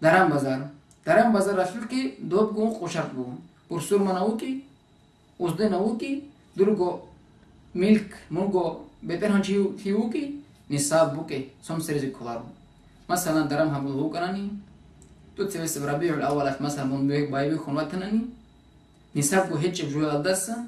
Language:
Avaric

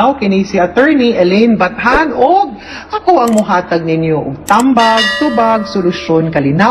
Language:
Cebuano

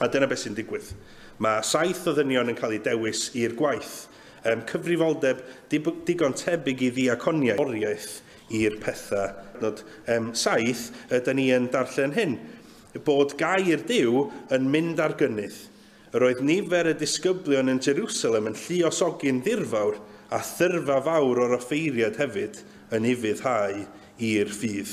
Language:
Welsh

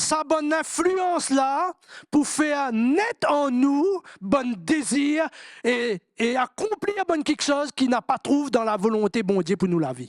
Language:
Morisyen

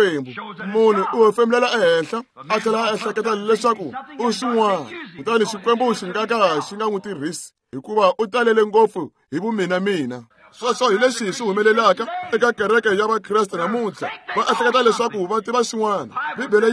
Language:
Tsonga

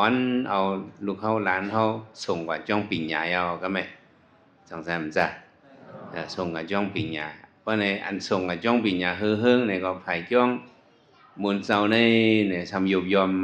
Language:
Shan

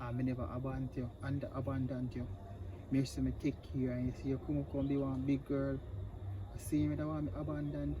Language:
Jamaican Creole English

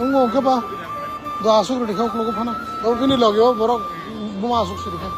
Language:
Kok Borok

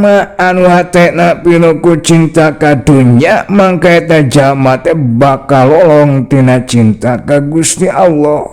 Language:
Sundanese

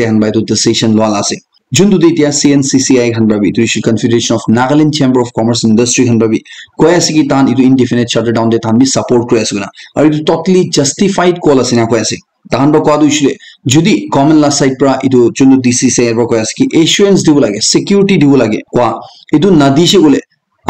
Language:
Naga Pidgin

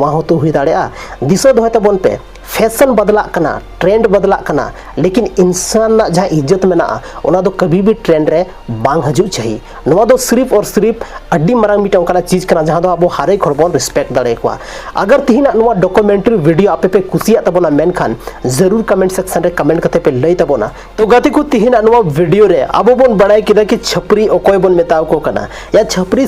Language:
Santali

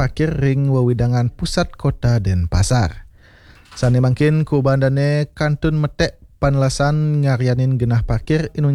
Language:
Balinese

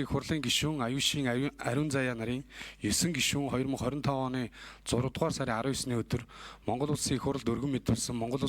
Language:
Mongolian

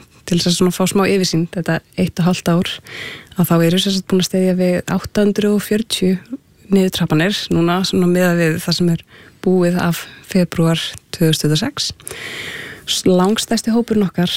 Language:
Icelandic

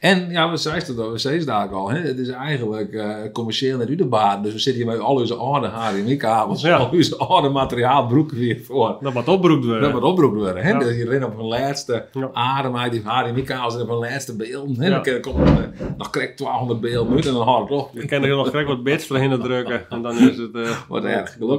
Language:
Western Frisian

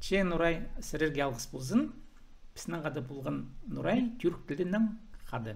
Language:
Khakas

